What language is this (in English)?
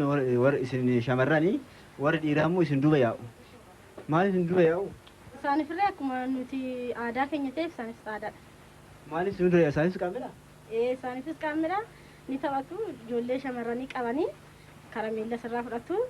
Oromo